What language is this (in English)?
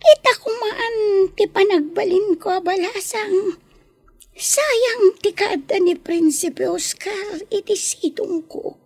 Iloko